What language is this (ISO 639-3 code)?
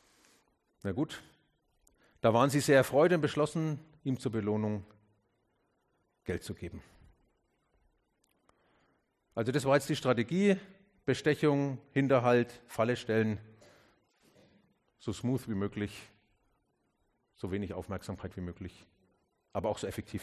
deu